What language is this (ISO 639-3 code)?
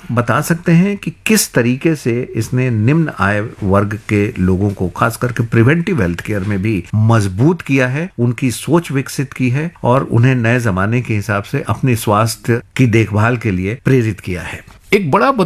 hin